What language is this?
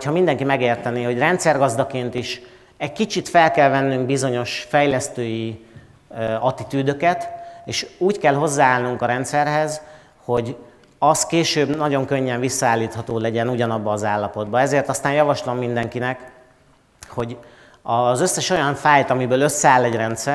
Hungarian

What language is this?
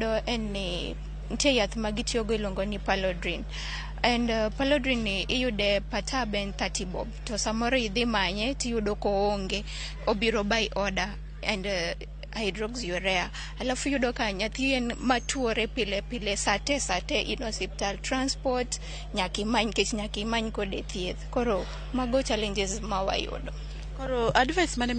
Luo (Kenya and Tanzania)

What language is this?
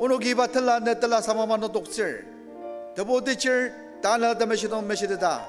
Ao Naga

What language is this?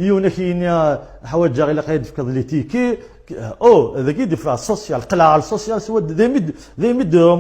Kabyle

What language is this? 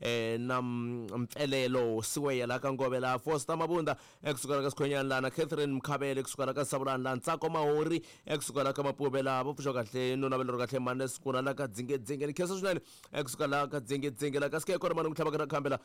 Tsonga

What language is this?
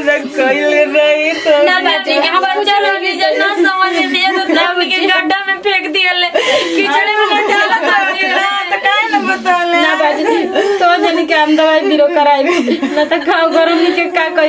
Bhojpuri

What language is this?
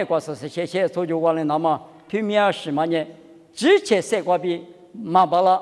Lisu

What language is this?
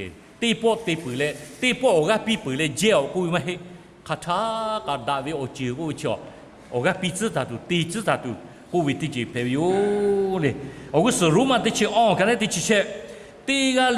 Lahu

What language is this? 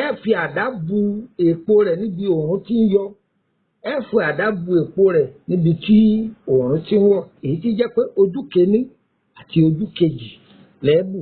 Yoruba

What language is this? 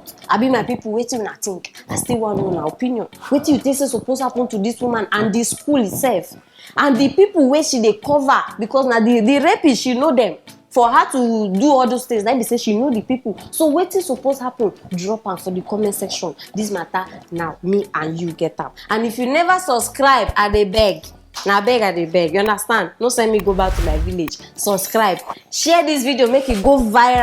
Nigerian Pidgin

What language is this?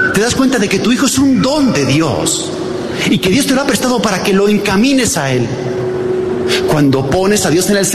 Spanish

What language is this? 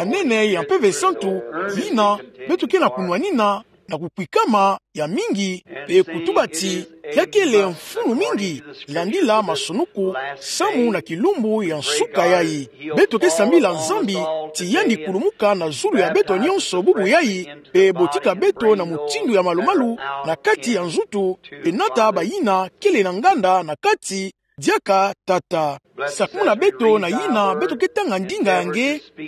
Kituba (Democratic Republic of Congo)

